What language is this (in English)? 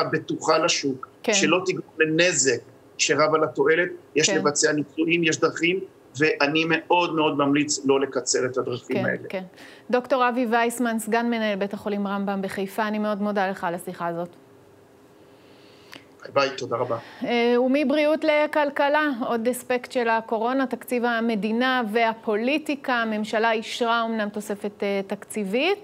Hebrew